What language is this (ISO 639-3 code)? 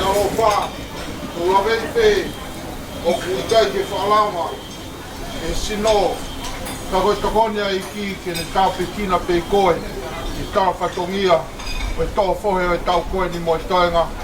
ton